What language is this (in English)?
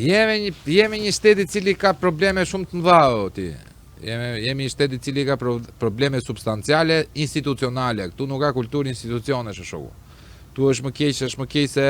Albanian